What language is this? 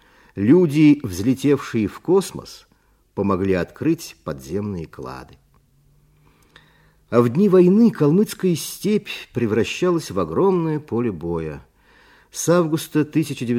Russian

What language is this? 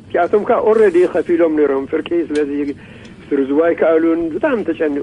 Tigrinya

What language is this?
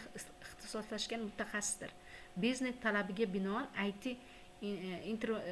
Uzbek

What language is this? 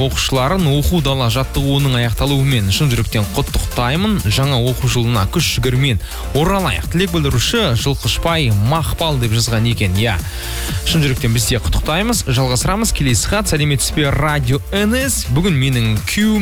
Kazakh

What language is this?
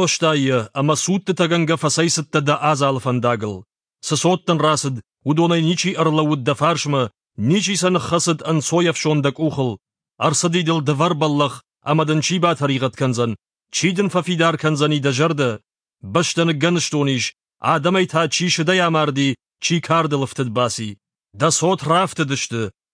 Ossetic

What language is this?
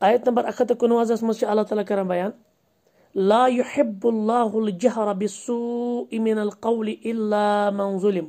Kashmiri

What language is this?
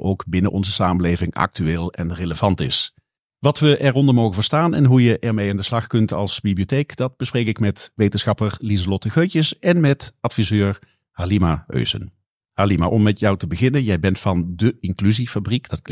Dutch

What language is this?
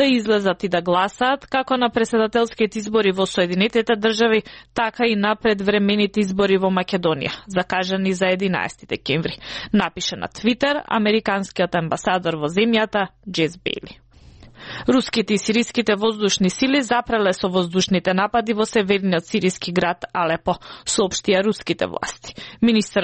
Macedonian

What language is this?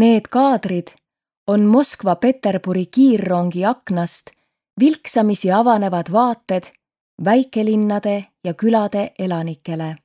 Estonian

